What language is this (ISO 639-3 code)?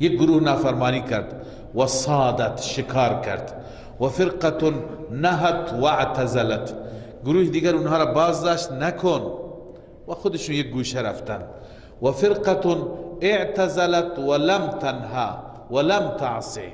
fas